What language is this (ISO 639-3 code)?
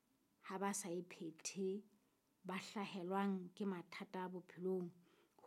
sot